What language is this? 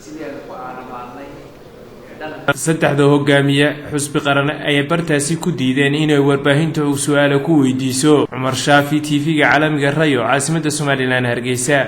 Somali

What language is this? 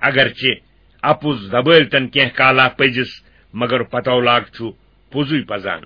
Kashmiri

